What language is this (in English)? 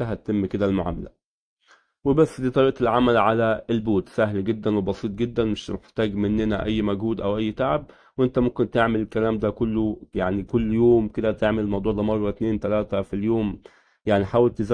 Egyptian Arabic